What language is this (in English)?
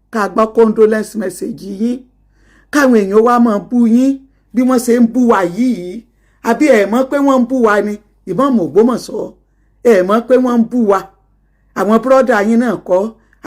Yoruba